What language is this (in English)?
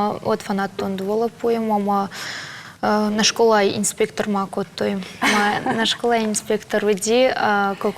Ossetic